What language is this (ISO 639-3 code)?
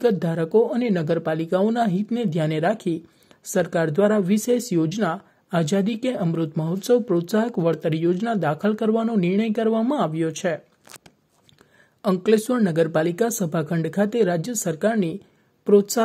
guj